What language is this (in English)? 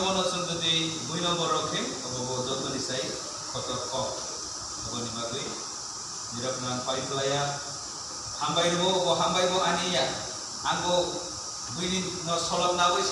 Kok Borok